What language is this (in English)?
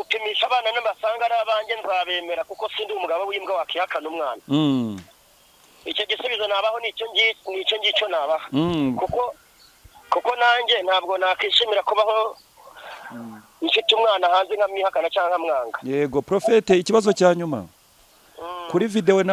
Kinyarwanda